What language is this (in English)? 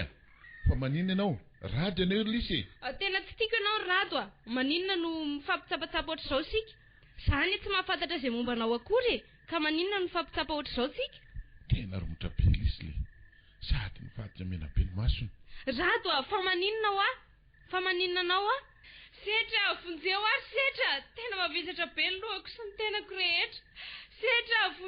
Malagasy